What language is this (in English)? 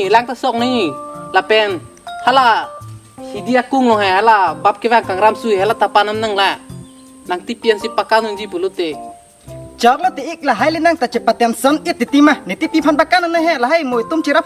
Karbi